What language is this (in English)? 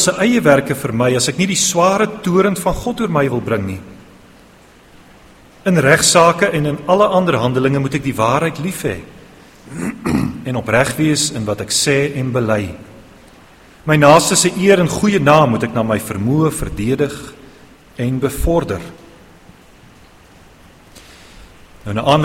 Afrikaans